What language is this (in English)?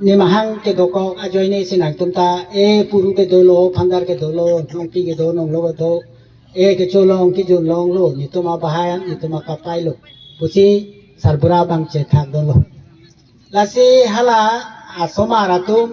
Karbi